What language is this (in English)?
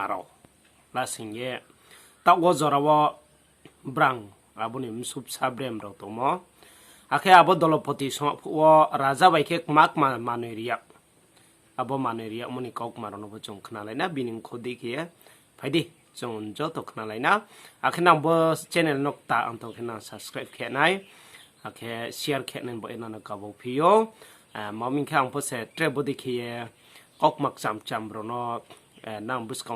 Riang (India)